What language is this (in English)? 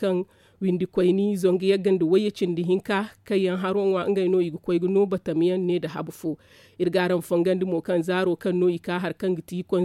Zarma